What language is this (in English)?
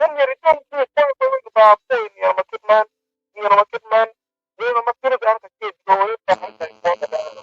Acoli